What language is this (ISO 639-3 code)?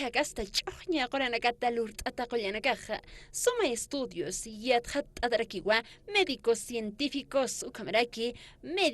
aym